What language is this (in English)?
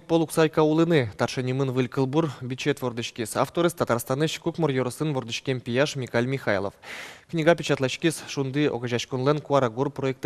Udmurt